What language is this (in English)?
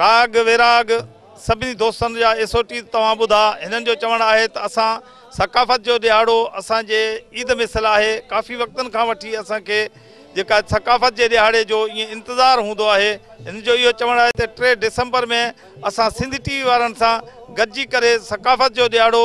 Sindhi